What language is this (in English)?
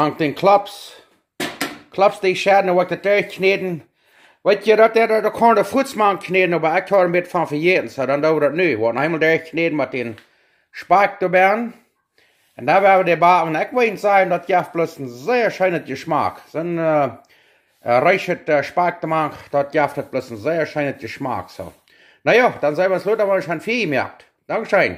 Plautdietsch